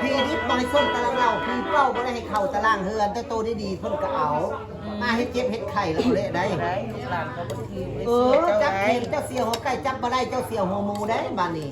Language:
Northeastern Thai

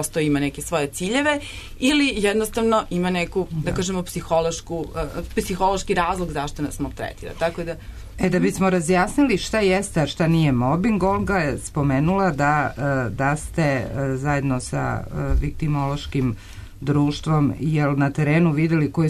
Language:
Serbian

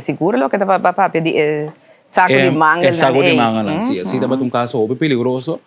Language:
Papiamento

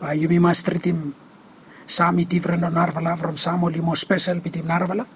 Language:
Bislama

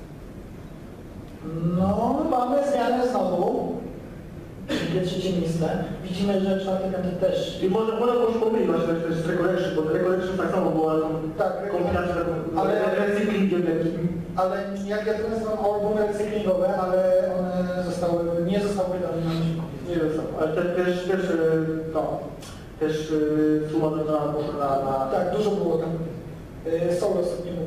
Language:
Polish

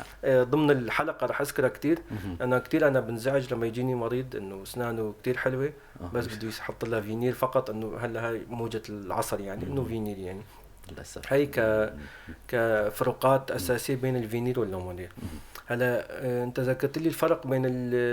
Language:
North Levantine Arabic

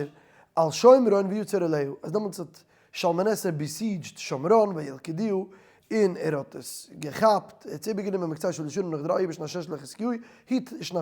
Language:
Yiddish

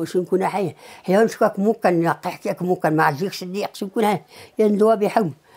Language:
Taroko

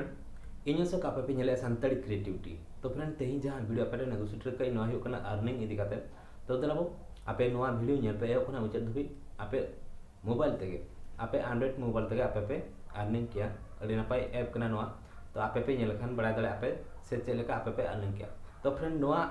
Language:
Santali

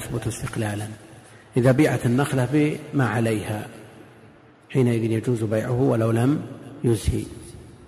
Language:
Arabic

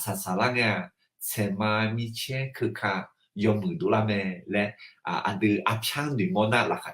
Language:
Akha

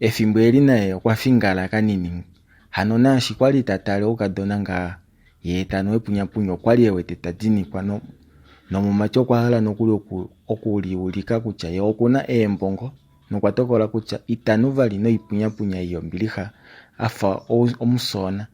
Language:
Kuanyama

